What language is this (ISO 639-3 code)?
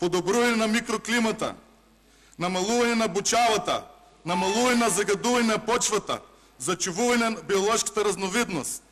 mkd